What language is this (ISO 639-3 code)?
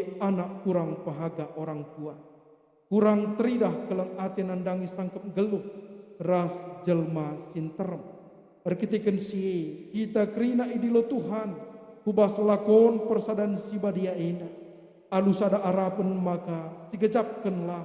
btx